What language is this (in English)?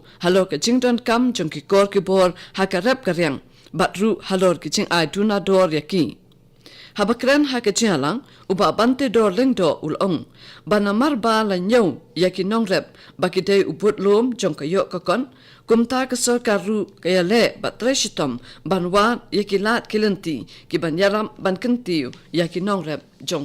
Khasi